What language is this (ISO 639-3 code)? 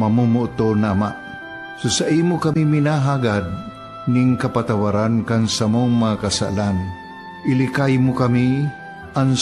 bik